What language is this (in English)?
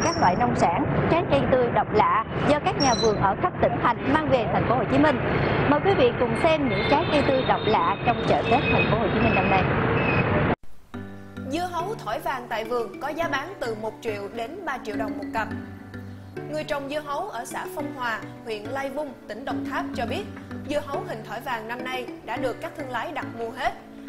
Vietnamese